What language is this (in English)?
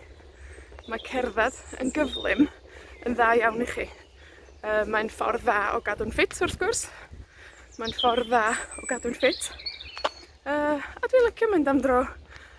Welsh